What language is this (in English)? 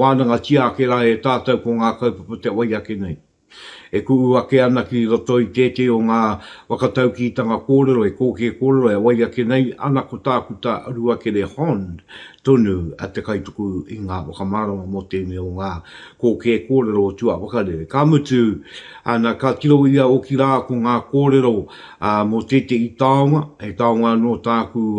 Māori